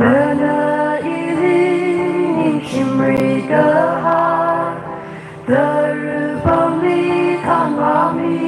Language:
Tangkhul Naga (India)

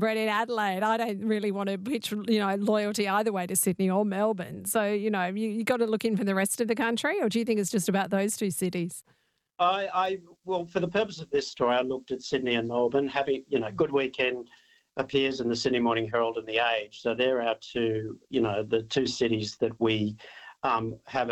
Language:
English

